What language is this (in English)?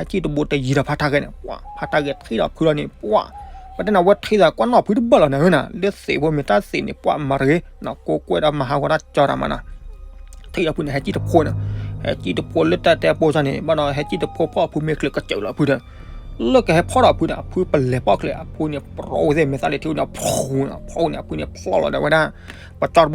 S'gaw Karen